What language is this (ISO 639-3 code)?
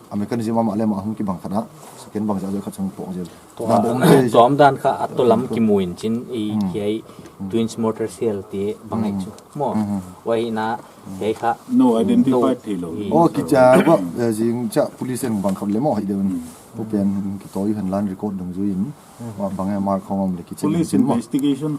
pck